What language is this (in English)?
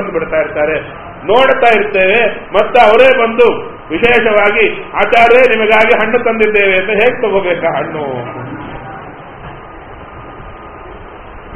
Kannada